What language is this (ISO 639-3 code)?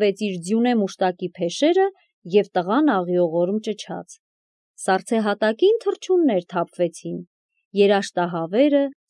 hye